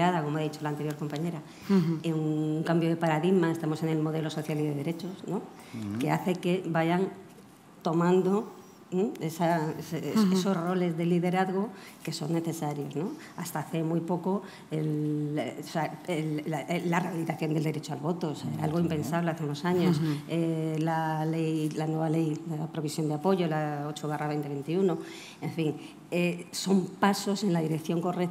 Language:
Spanish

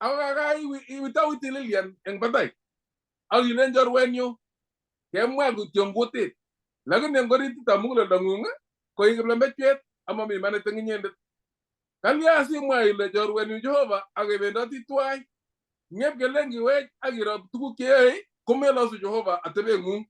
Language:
Kalenjin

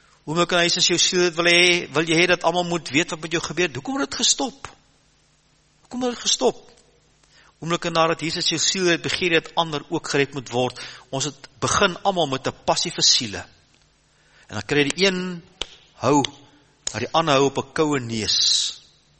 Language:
Afrikaans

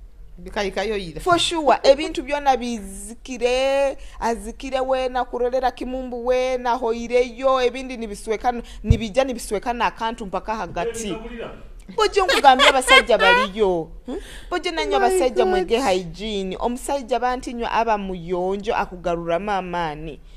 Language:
Nyoro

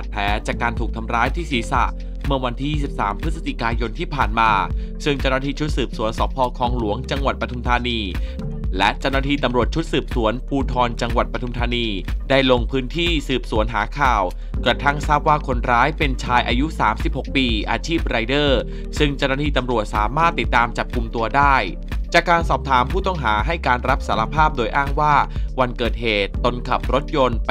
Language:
Thai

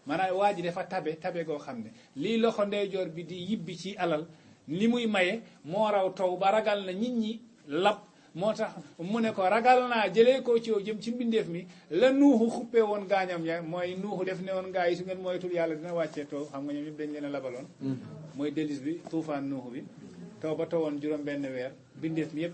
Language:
Wolof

